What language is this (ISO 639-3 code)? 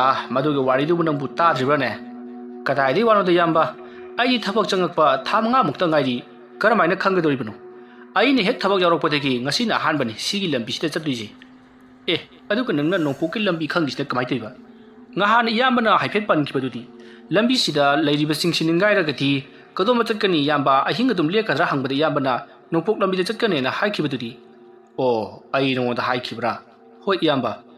mni